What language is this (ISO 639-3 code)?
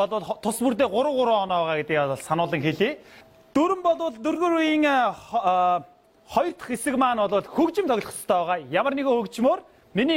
mon